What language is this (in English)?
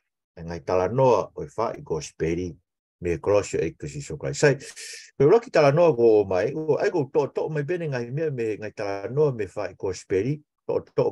Tongan